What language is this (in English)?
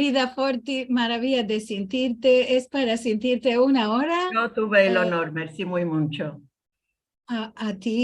Ladino